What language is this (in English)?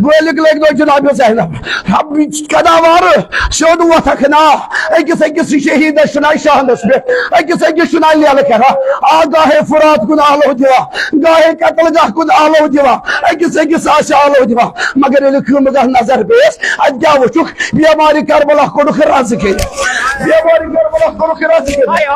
Kashmiri